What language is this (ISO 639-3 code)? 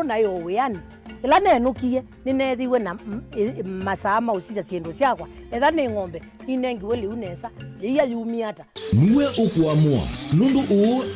kam